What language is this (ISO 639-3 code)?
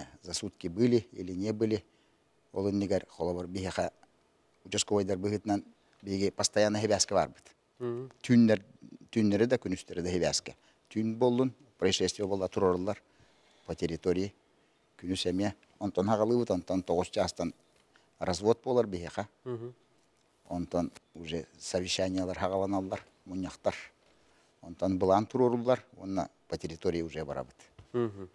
sah